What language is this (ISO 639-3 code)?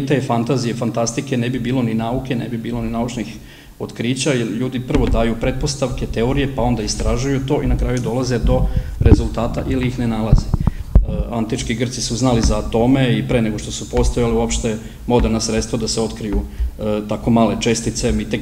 srp